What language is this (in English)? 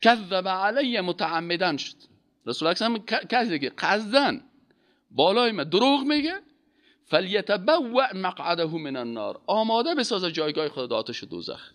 Persian